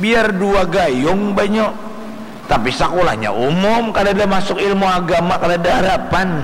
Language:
Banjar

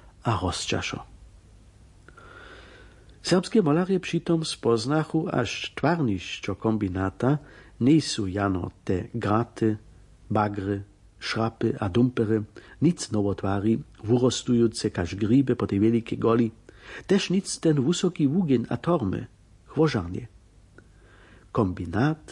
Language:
Upper Sorbian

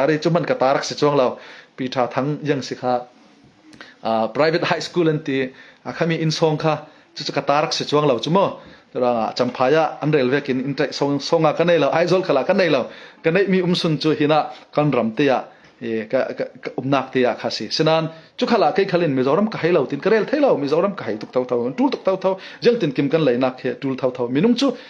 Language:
Falam Chin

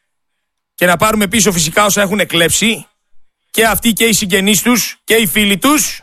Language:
Greek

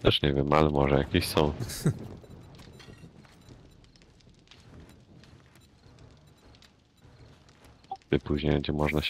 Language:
Polish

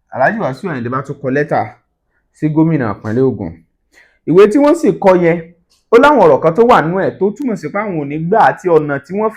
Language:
Yoruba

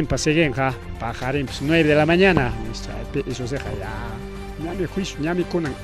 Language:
Ayacucho Quechua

